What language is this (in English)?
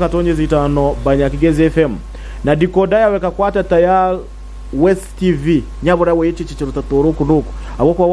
Nyankole